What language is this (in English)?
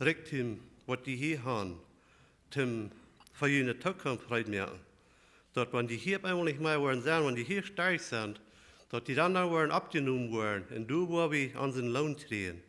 Plautdietsch